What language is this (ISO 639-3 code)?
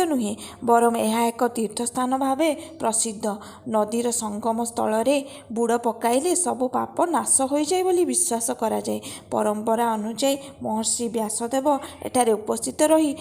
ori